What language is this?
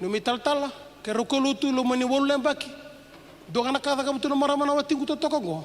Fijian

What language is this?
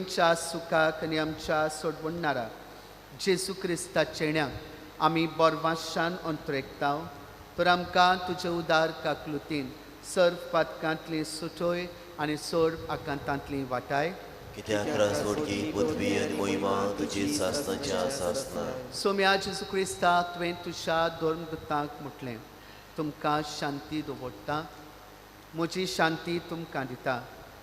Konkani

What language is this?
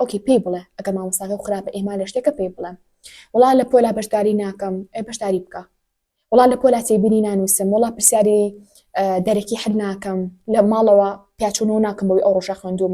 Central Kurdish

